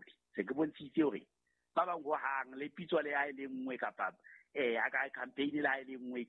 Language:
Southern Sotho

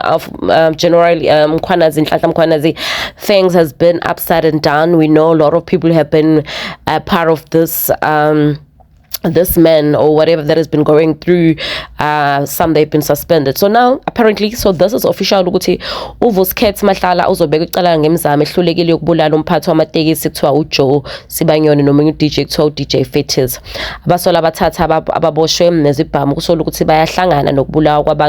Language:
Zulu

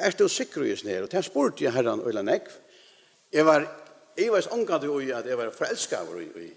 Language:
Faroese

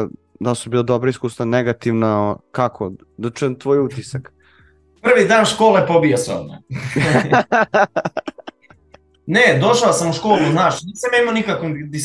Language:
Serbian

